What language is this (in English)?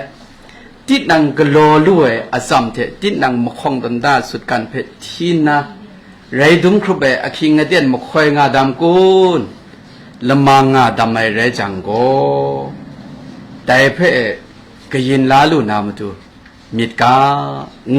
Kachin